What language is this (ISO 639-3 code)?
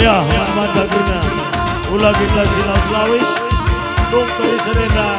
btx